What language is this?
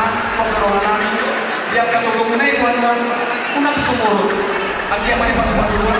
Batak Toba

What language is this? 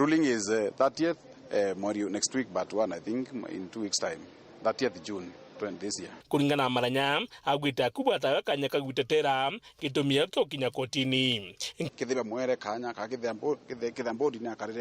Meru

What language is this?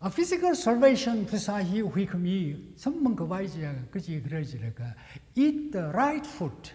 Tangkhul Naga (India)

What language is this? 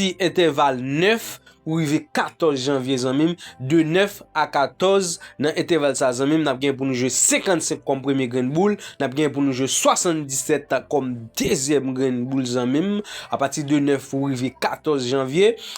Haitian Creole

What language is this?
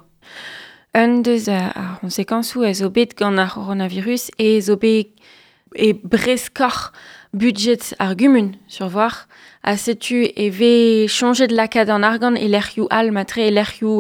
Breton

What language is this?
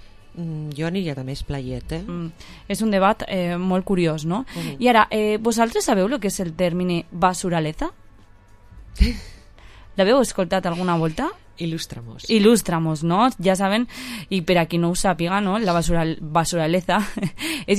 Catalan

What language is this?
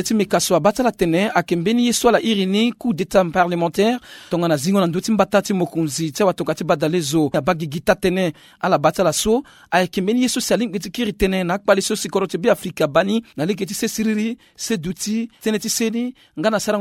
Sango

